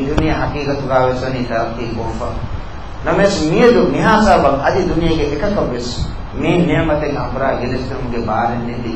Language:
Divehi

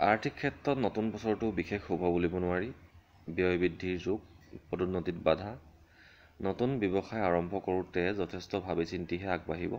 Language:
Assamese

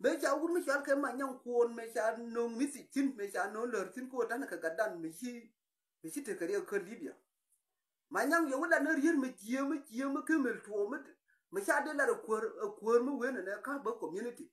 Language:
Nuer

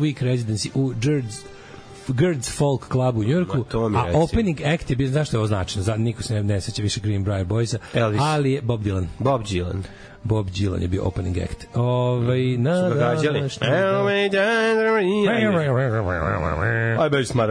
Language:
Serbian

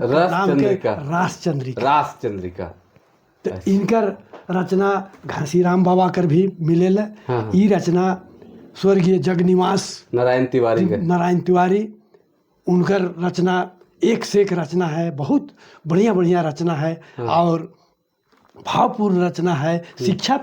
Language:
Sadri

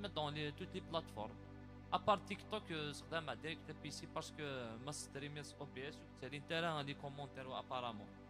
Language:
Algerian Arabic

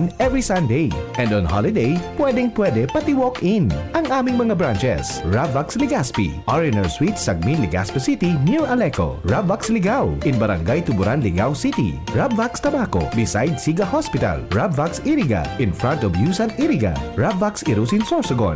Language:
Bikol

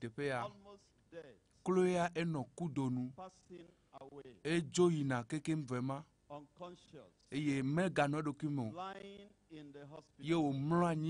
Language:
Ewe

